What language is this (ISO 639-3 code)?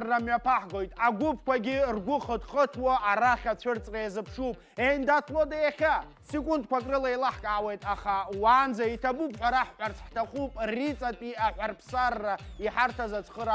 abk